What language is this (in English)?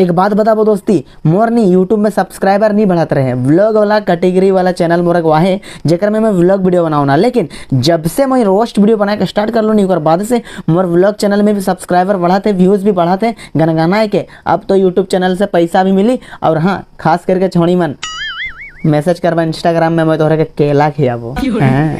Sadri